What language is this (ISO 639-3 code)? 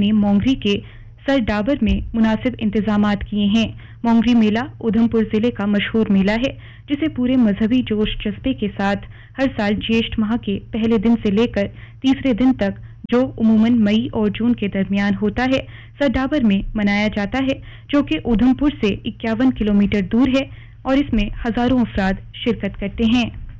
urd